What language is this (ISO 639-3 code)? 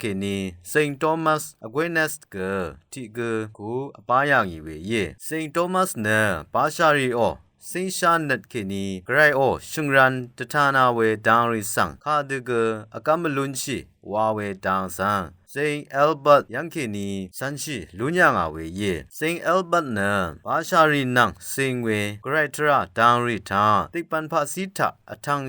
raw